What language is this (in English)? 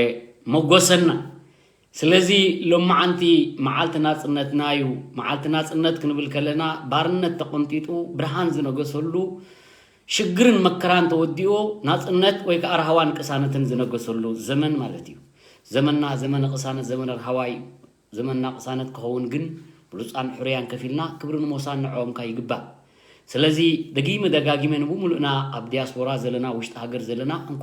Tigrinya